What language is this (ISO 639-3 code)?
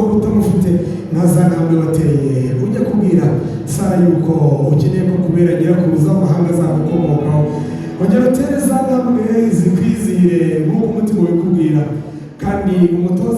kin